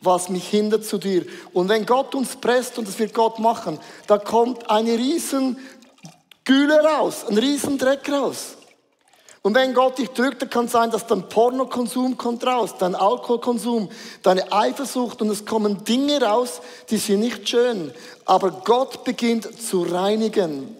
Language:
Swiss German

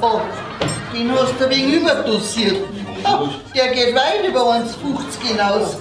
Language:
Bavarian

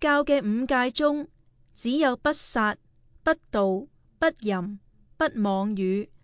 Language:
Cantonese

